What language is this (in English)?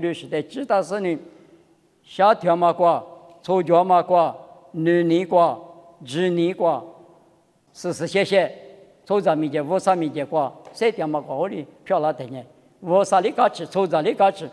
Lisu